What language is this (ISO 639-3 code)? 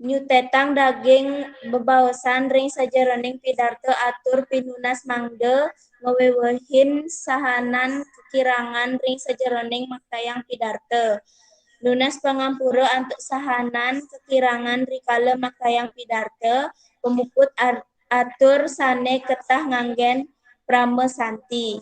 ban